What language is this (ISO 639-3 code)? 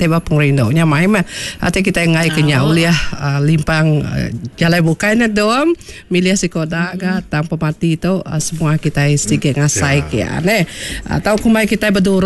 iba